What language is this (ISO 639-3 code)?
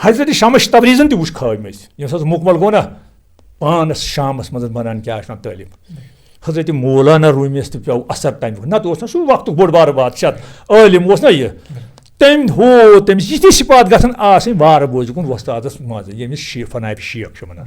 kas